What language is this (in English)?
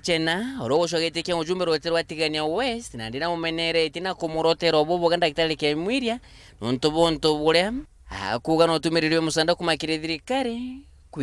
Meru